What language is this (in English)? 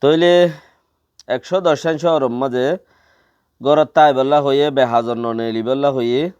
Rohingya